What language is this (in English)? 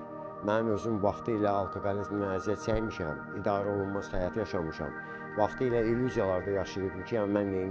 Azerbaijani